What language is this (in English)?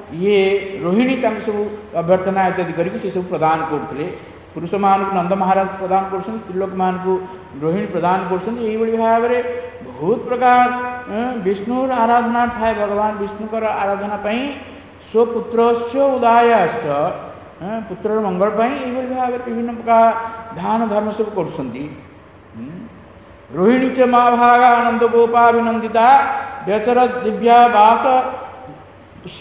Odia